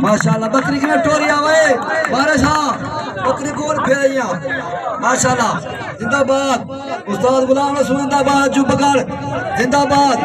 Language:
Saraiki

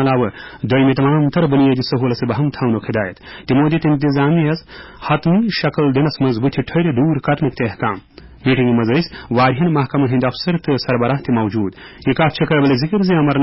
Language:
Kashmiri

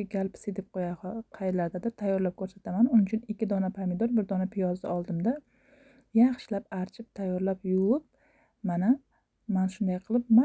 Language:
Uzbek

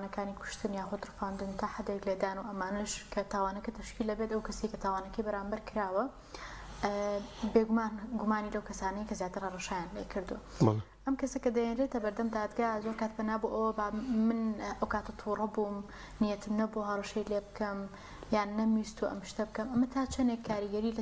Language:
Central Kurdish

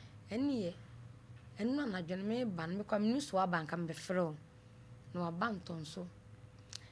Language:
Akan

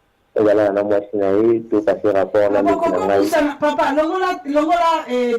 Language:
Lingala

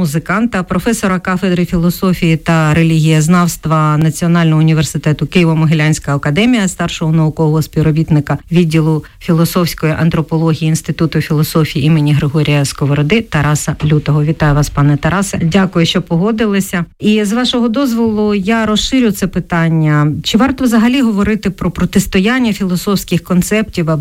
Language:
Ukrainian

